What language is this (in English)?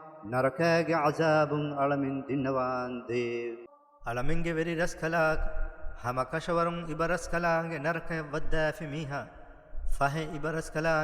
Divehi